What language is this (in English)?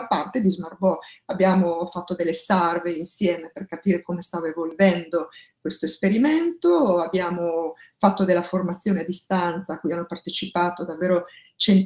Italian